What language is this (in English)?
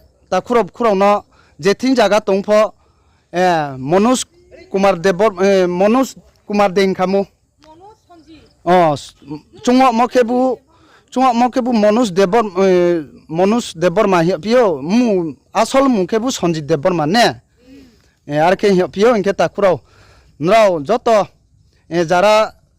Riang (India)